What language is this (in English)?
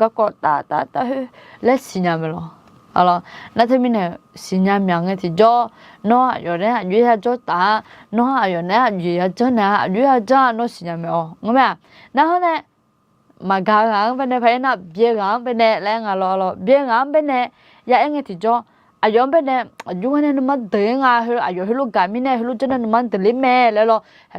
Akha